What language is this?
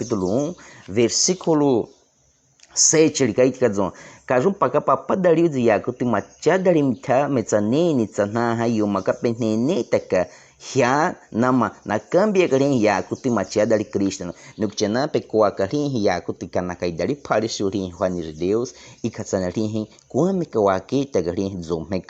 Baniwa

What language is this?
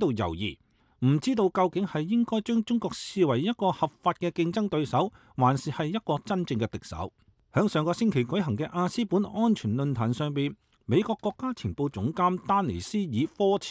Cantonese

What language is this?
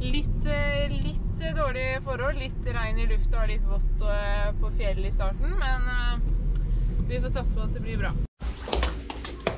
Norwegian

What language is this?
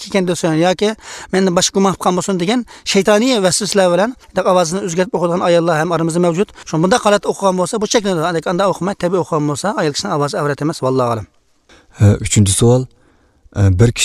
Uyghur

